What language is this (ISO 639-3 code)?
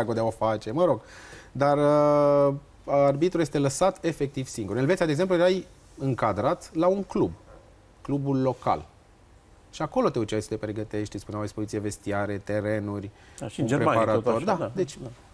ron